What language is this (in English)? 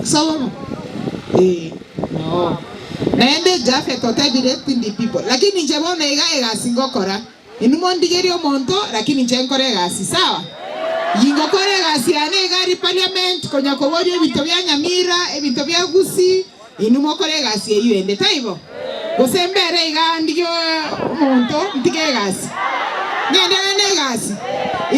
Gusii